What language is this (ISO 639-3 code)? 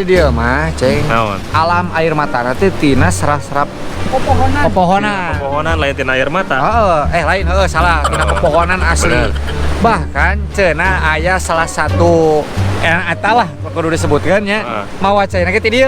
sun